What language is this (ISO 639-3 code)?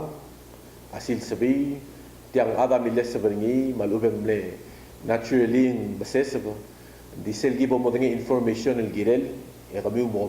pau